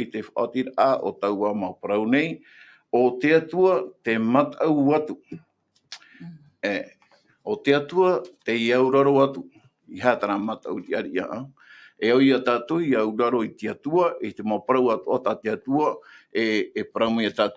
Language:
Tahitian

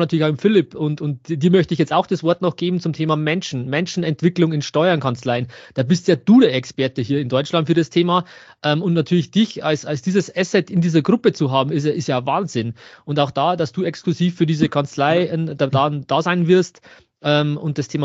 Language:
German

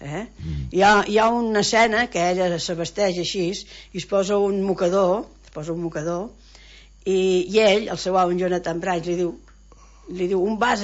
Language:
Catalan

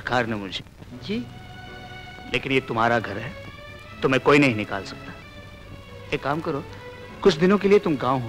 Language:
Hindi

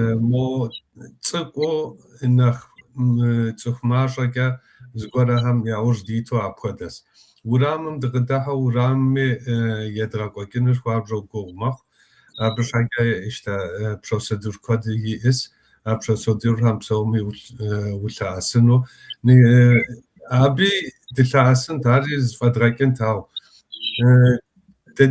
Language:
Kabardian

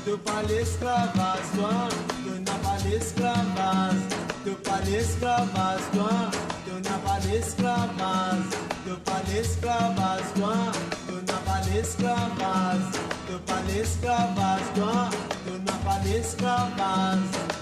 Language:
Morisyen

